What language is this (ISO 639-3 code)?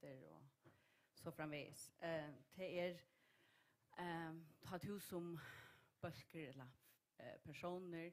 fao